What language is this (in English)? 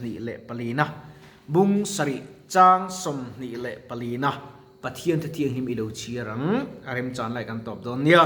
Mizo